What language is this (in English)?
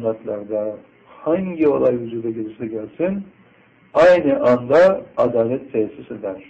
Turkish